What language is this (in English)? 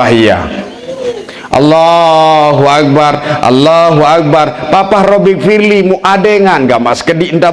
Sasak